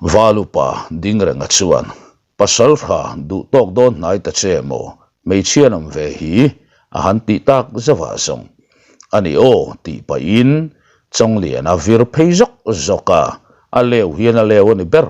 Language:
Mizo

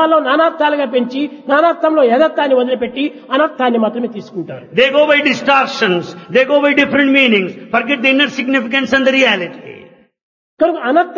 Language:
Telugu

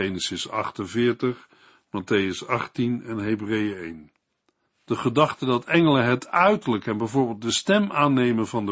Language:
Dutch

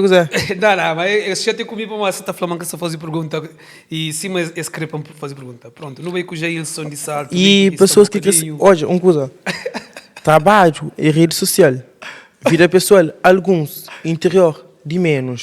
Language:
Kabuverdianu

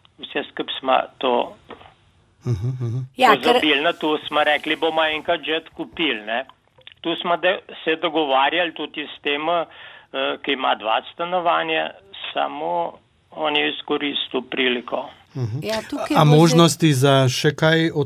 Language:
Slovenian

